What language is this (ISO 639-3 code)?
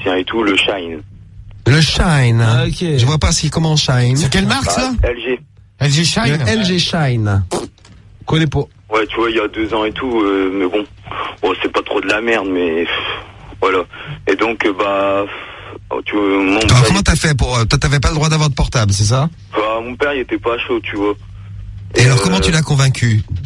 fra